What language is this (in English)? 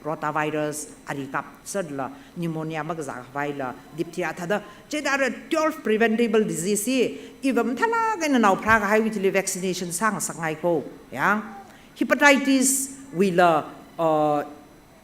Tangkhul Naga (India)